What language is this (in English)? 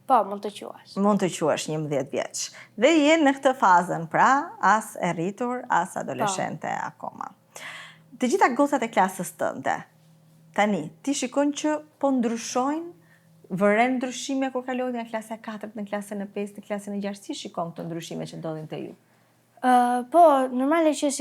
Albanian